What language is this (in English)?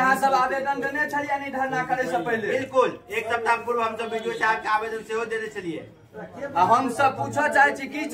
Maithili